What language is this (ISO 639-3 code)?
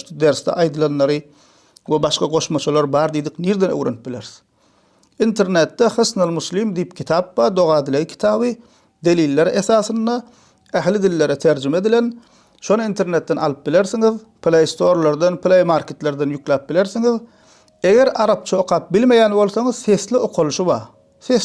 tuk